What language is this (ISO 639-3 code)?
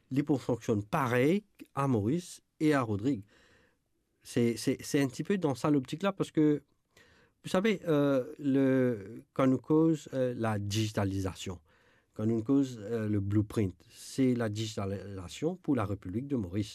mfe